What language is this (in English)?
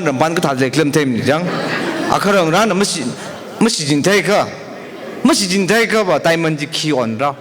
Tangkhul Naga (India)